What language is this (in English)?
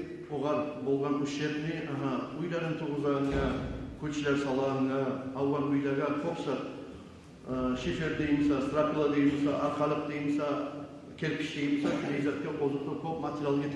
Kumyk